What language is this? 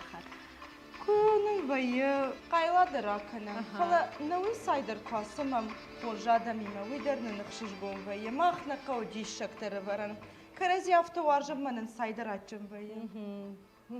Ossetic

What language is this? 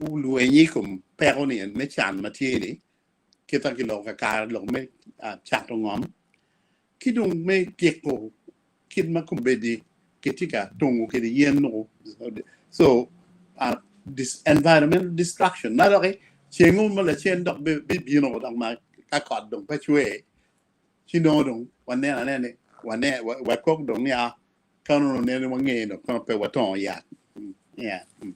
Acoli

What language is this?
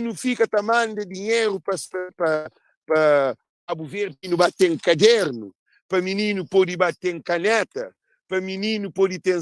Kabuverdianu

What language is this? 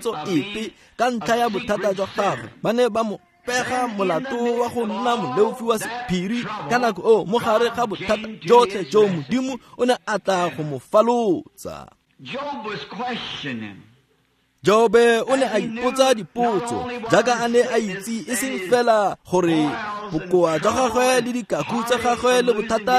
Tswana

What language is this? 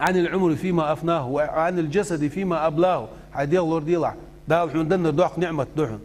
Ingush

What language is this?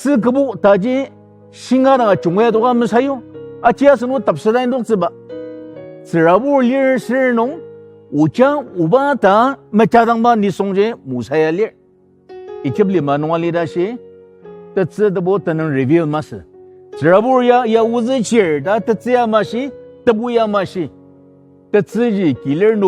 Ao Naga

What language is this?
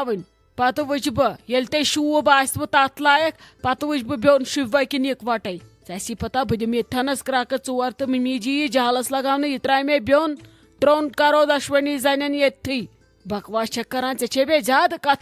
Kashmiri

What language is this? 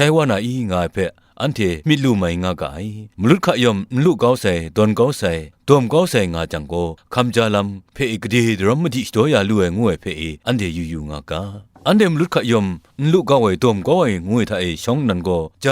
Kachin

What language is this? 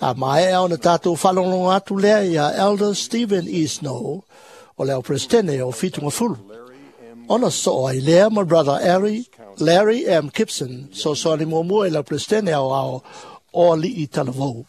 Samoan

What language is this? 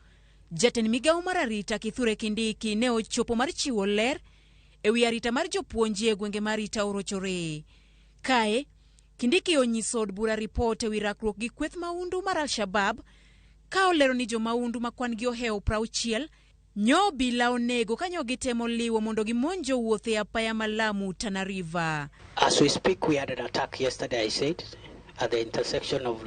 Luo (Kenya and Tanzania)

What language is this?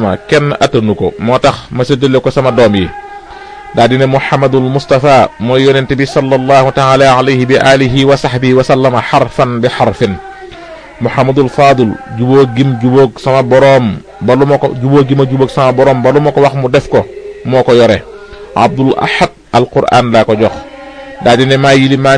Wolof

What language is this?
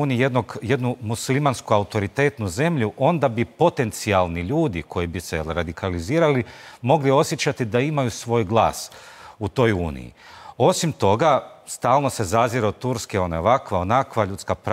Croatian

